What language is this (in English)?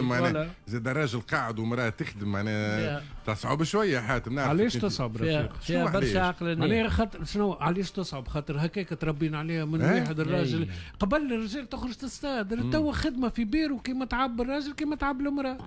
Tunisian Arabic